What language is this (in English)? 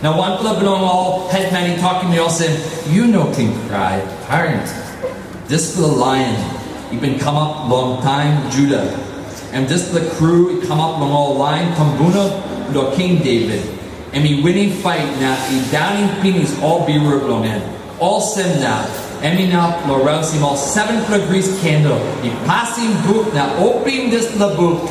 Tok Pisin